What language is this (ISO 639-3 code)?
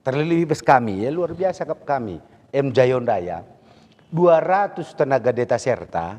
btx